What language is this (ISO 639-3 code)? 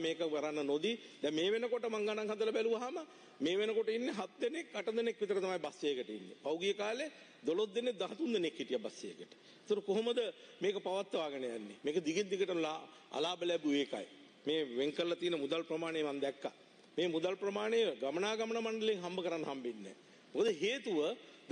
sin